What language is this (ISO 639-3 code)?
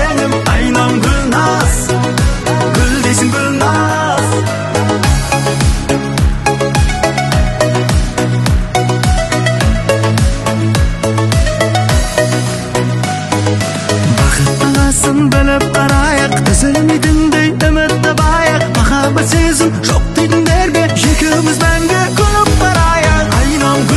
kaz